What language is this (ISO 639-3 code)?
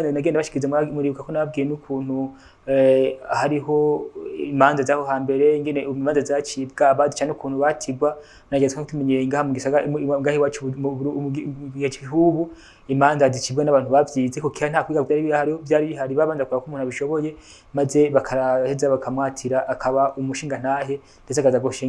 run